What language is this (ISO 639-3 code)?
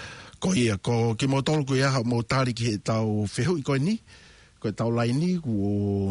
ton